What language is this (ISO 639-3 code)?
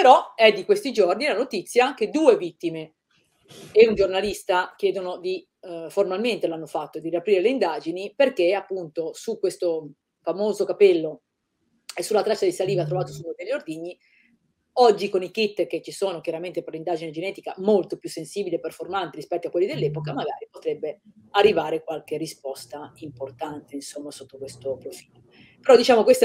ita